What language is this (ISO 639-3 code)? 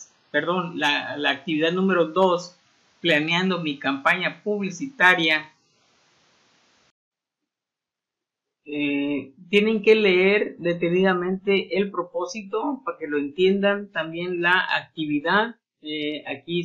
spa